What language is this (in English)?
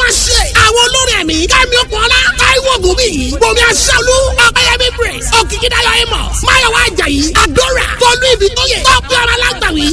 Yoruba